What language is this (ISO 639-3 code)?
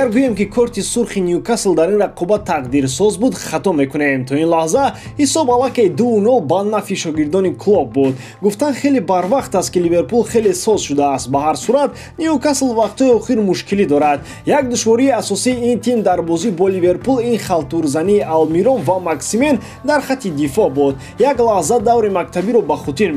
tgk